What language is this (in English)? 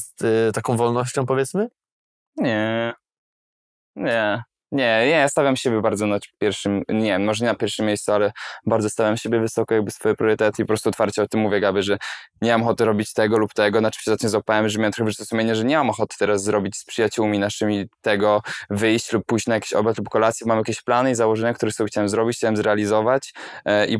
Polish